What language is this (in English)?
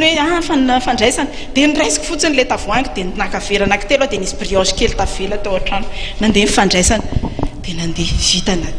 Malagasy